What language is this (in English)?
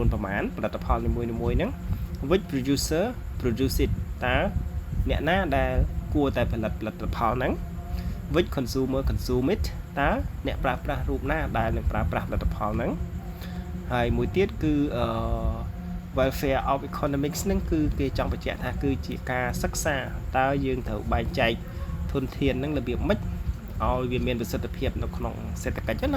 Khmer